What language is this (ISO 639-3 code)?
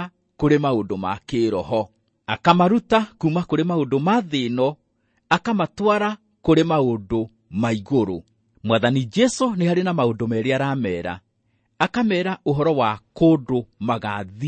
kik